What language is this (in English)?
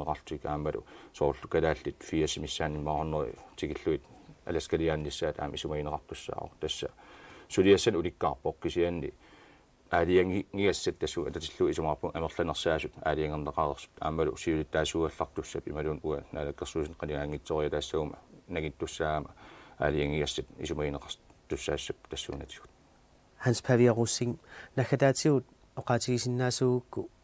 Kalaallisut